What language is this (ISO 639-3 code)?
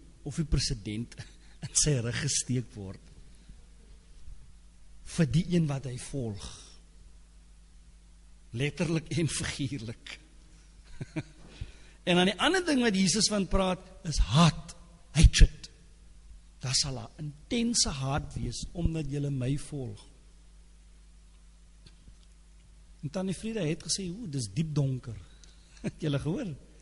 afr